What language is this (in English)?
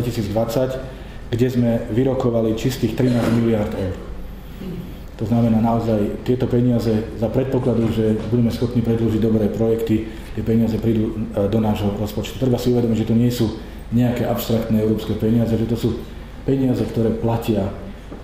Slovak